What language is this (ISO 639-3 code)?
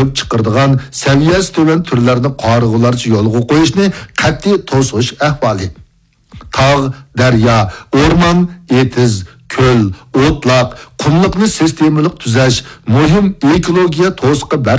uig